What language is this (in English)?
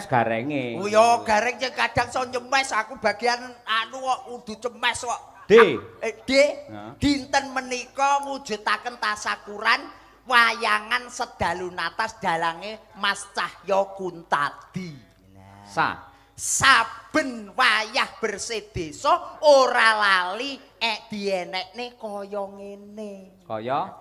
Javanese